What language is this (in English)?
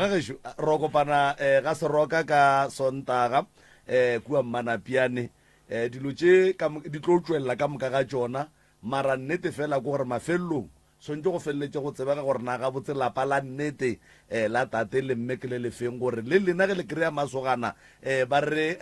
Northern Sotho